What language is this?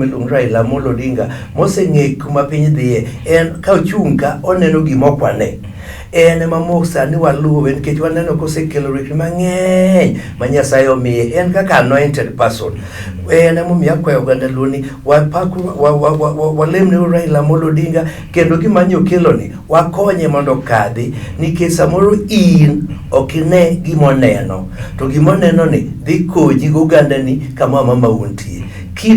Luo (Kenya and Tanzania)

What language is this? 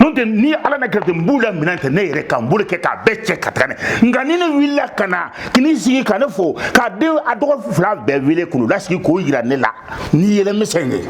Bambara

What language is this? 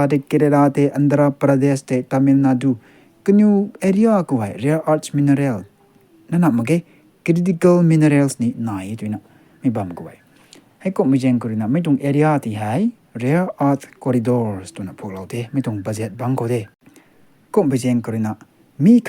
Rongmei Naga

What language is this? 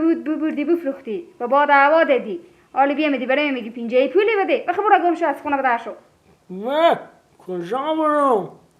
Persian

